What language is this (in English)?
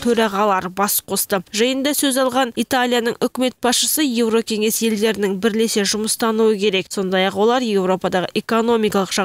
Kazakh